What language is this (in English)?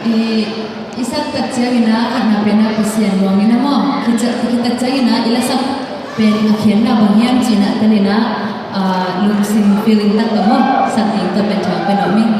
Tedim Chin